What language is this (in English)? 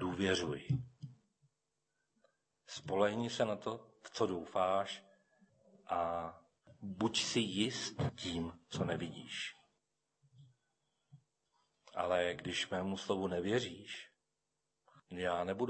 Czech